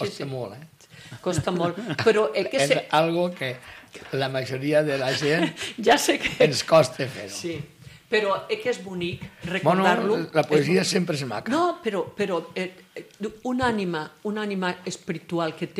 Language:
Catalan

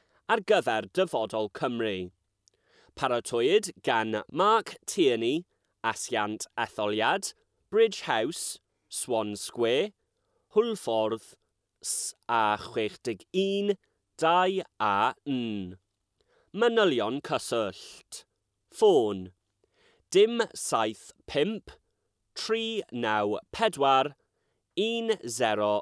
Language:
Welsh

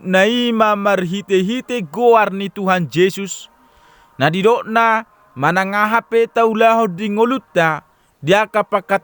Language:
Batak Toba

